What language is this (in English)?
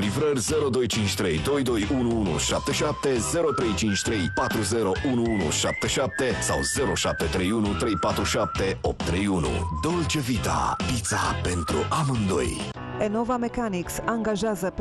Romanian